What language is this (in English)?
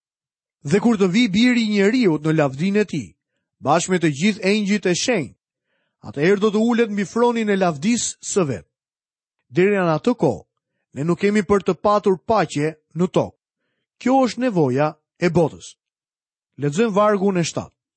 Albanian